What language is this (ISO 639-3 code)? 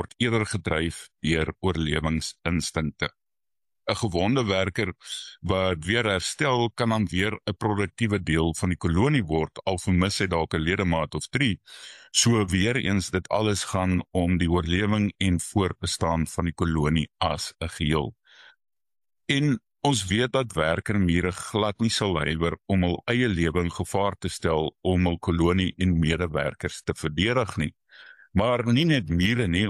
afr